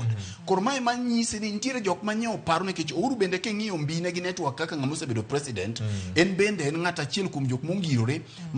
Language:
Luo (Kenya and Tanzania)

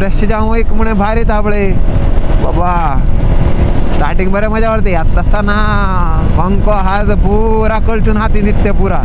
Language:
Konkani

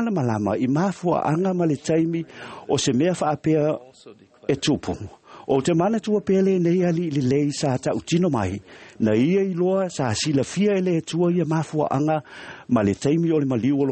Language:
Samoan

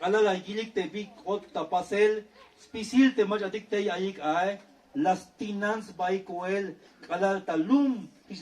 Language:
Tzeltal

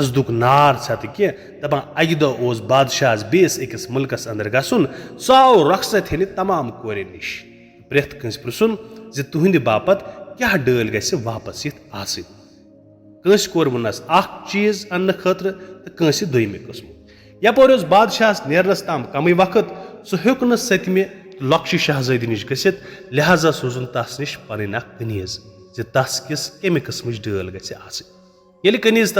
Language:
Kashmiri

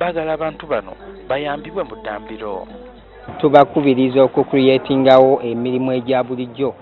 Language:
Ganda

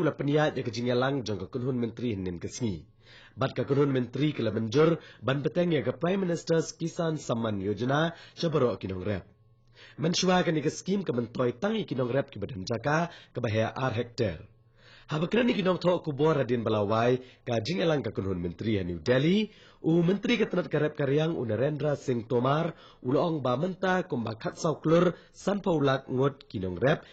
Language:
Khasi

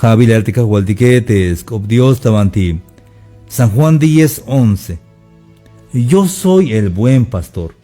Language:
Tzeltal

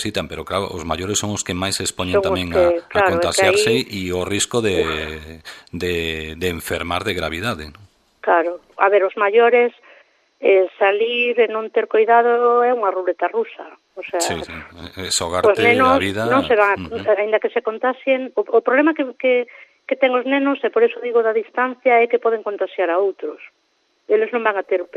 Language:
Galician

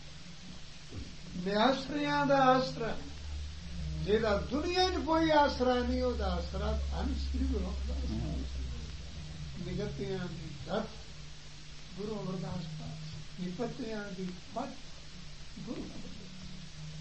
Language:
Punjabi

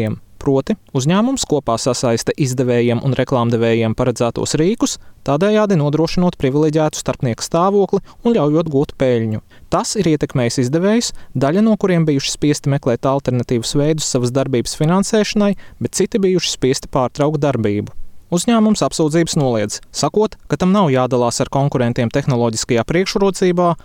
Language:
Latvian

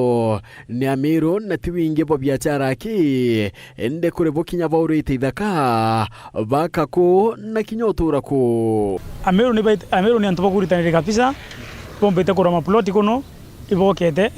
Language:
Meru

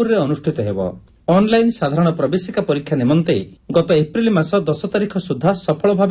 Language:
Odia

